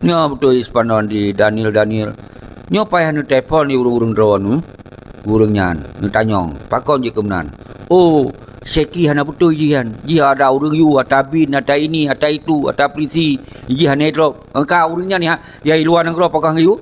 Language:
Achinese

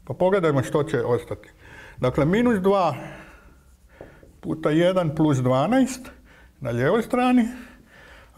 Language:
Croatian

